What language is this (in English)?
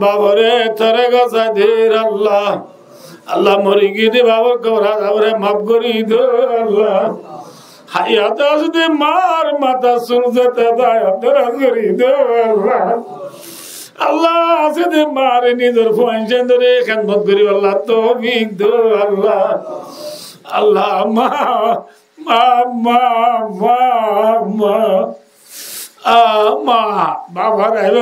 Rohingya